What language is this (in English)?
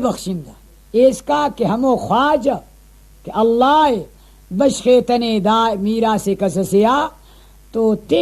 Brahui